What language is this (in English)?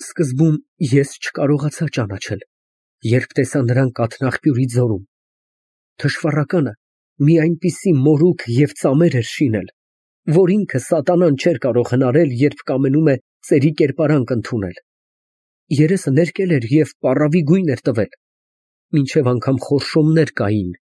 Armenian